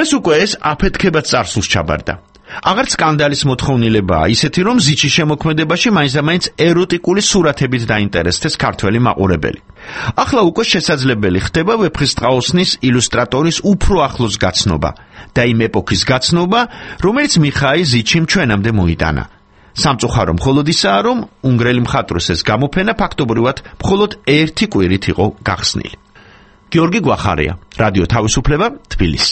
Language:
Georgian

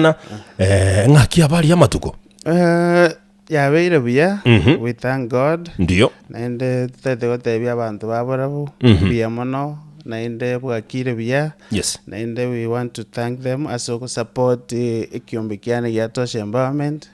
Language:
Gusii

